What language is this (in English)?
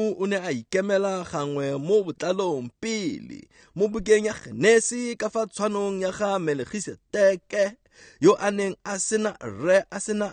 Tswana